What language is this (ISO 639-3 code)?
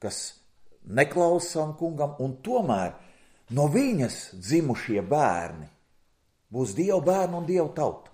lav